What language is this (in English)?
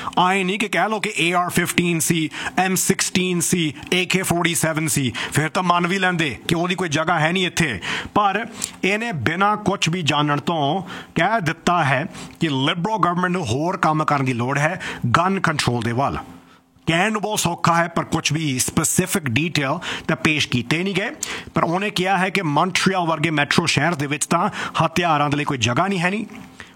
Punjabi